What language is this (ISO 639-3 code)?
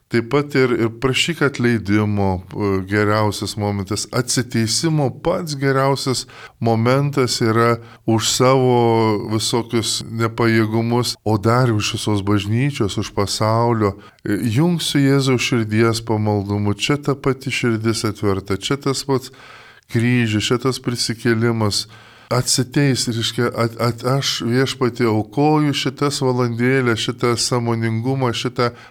lit